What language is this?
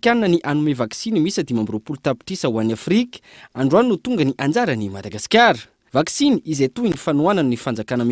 Malagasy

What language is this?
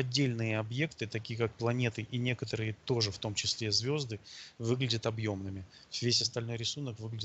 Russian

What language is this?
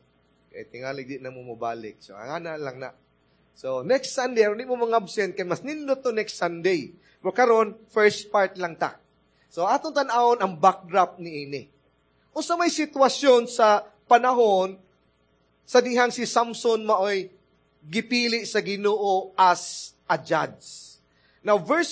Cebuano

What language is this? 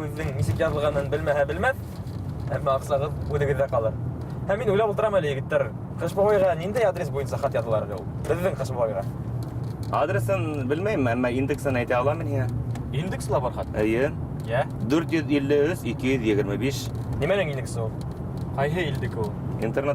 Bashkir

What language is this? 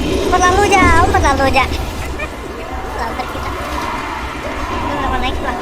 Banjar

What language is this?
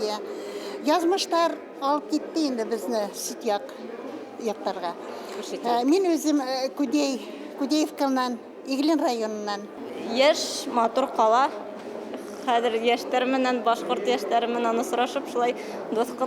Bashkir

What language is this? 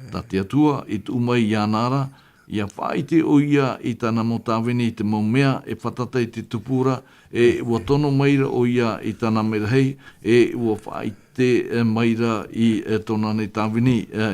Tahitian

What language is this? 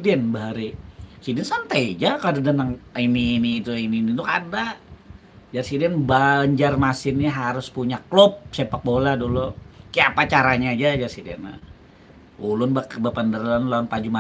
Banjar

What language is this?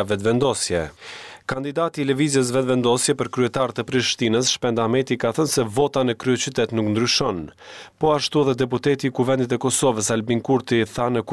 Albanian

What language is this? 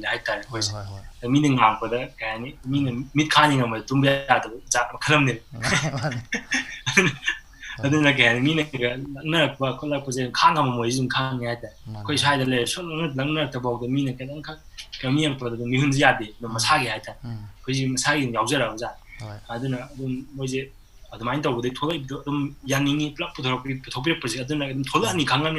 Manipuri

